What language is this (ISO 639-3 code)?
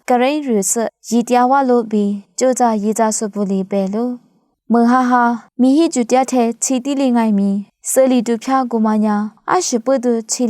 lis